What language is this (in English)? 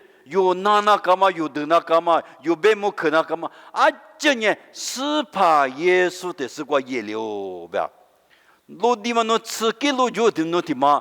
Lisu